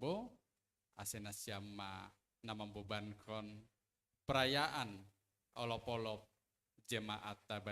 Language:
Batak Simalungun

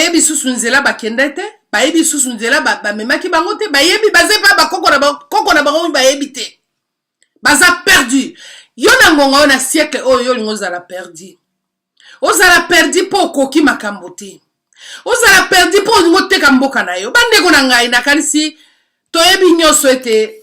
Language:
Lingala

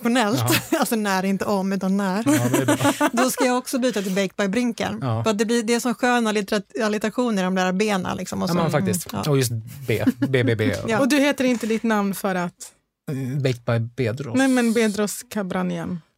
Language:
Swedish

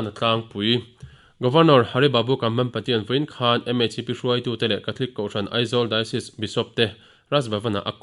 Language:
Mizo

